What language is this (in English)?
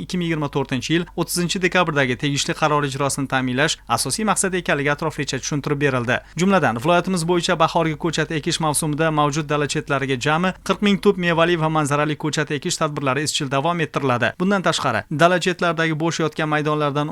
Uzbek